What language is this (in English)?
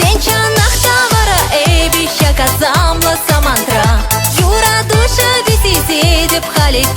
Chuvash